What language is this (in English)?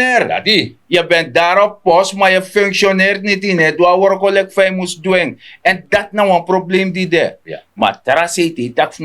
Sranan Tongo